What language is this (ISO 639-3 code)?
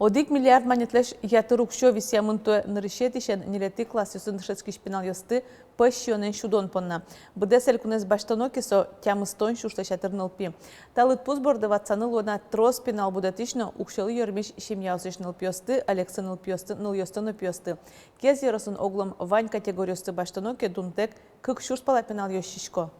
udm